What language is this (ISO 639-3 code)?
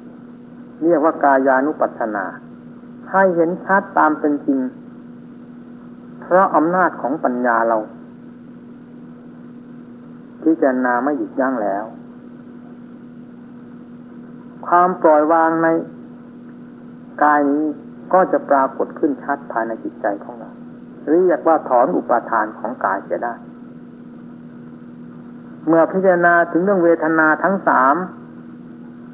tha